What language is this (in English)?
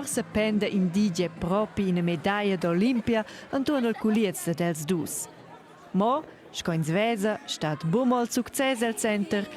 Romansh